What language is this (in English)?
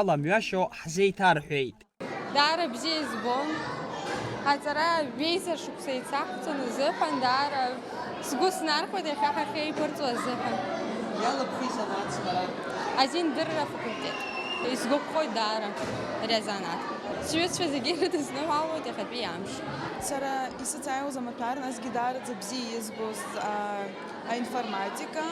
Abkhazian